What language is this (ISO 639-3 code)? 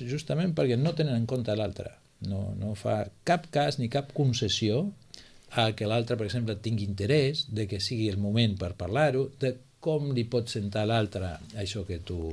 cat